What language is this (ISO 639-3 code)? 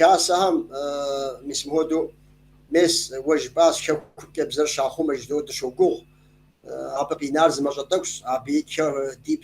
kbd